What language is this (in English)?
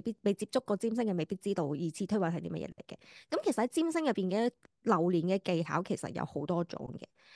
Cantonese